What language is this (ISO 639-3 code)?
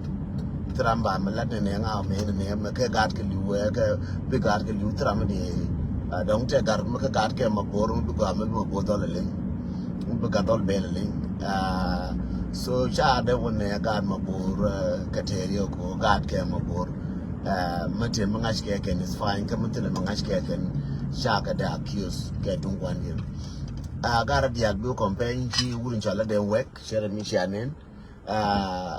nus